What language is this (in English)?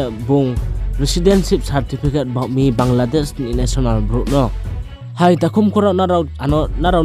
Riang (India)